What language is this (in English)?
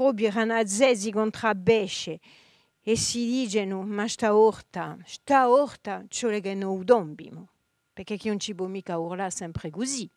Corsican